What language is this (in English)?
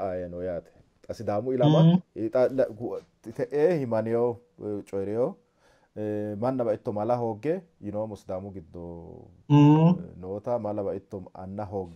Sidamo